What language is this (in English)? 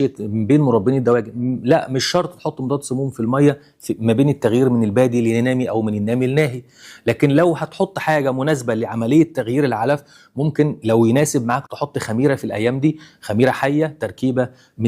Egyptian Arabic